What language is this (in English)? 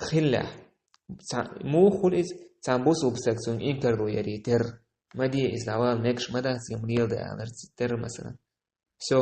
Chechen